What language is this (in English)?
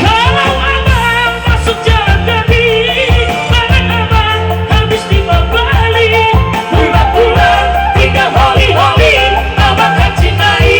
Nias